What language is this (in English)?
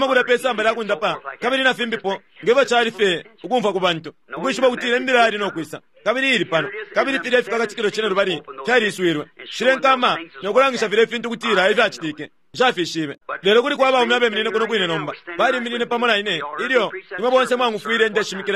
Bemba